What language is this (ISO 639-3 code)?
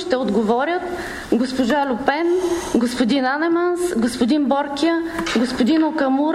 bul